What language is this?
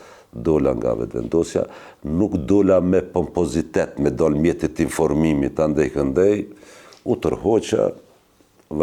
Albanian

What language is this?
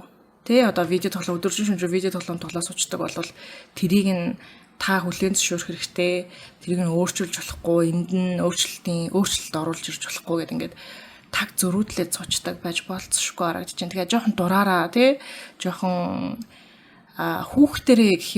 Mongolian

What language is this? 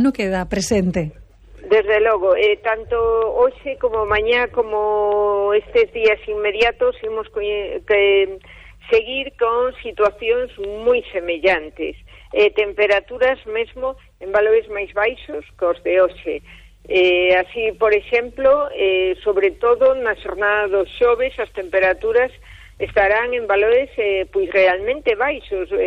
Galician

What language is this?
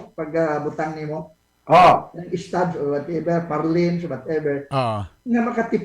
Cebuano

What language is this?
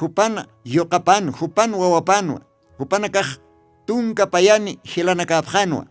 Aymara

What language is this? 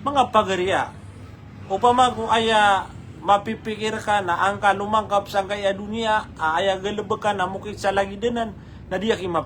Maranao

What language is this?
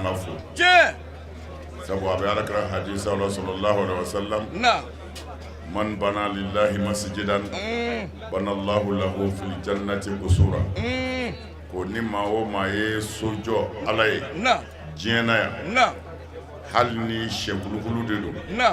Bambara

